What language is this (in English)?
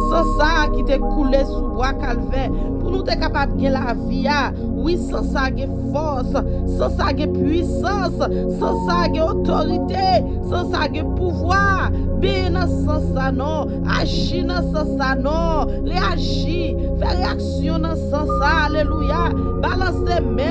Haitian Creole